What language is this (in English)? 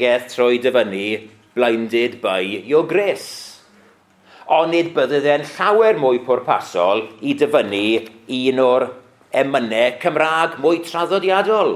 Welsh